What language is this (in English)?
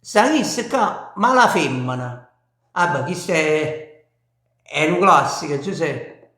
Neapolitan